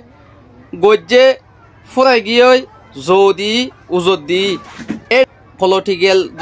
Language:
Rohingya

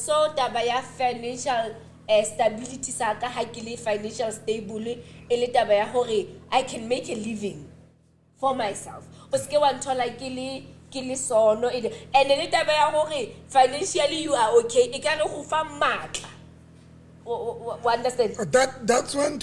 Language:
Southern Sotho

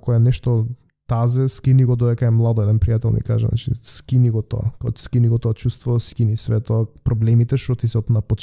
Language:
Macedonian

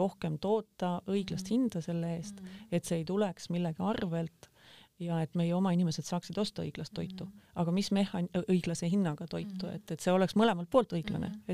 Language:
Estonian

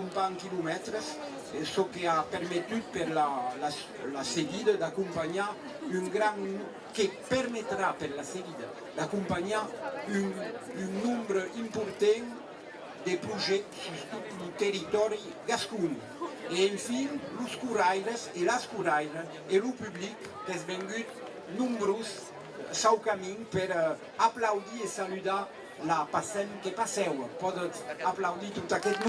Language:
Occitan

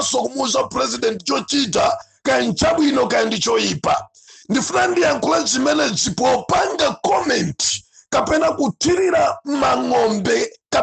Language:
Nyanja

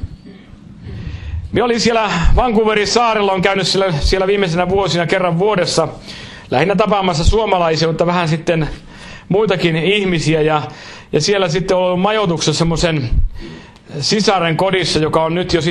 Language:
Finnish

